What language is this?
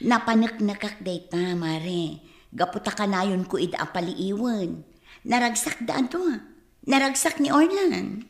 Iloko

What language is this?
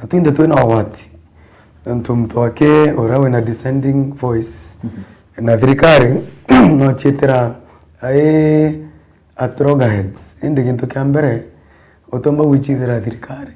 Meru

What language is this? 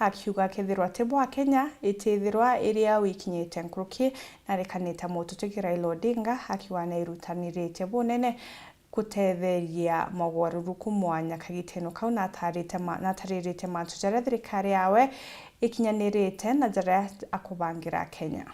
Meru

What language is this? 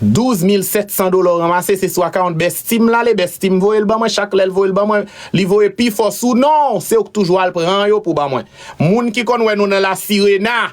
Haitian Creole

